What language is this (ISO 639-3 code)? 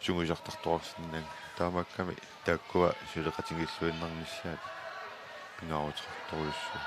kal